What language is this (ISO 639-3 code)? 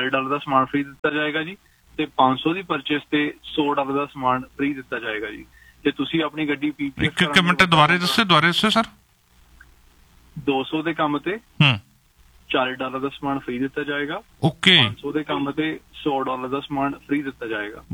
pan